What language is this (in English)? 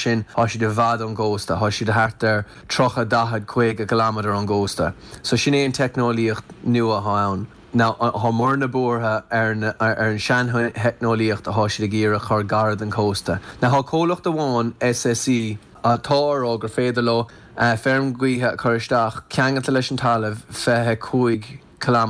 Irish